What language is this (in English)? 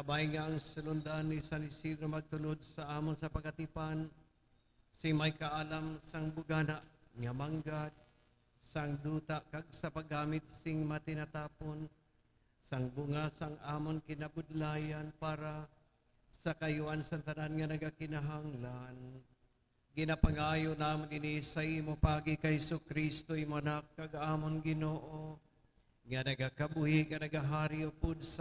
Hiligaynon